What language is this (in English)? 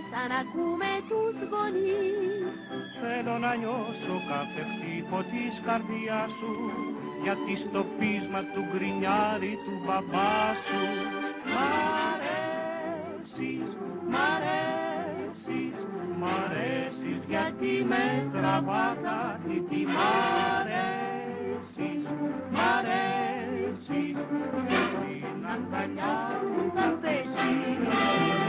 Greek